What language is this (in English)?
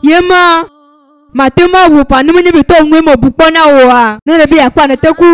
Ewe